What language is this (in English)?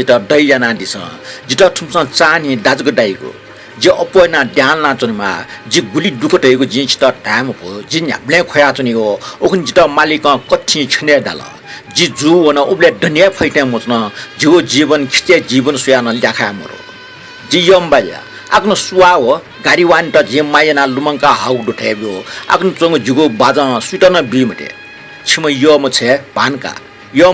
Newari